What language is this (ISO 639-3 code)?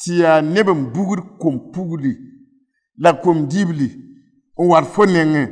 mos